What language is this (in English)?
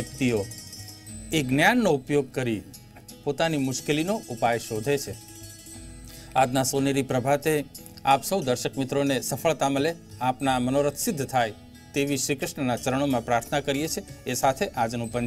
Gujarati